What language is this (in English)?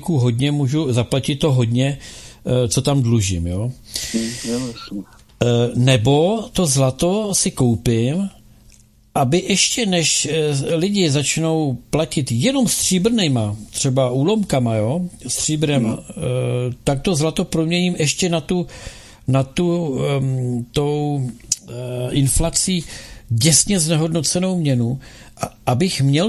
Czech